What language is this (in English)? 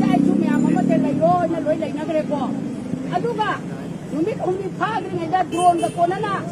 Manipuri